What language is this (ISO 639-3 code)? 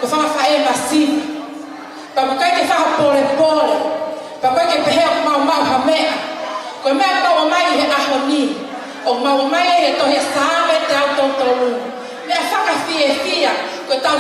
ton